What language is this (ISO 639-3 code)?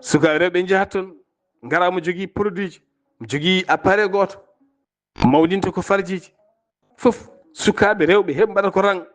ful